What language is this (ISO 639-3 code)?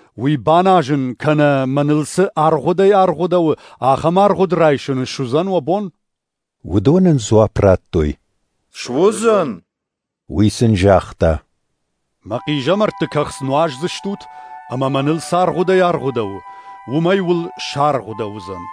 oss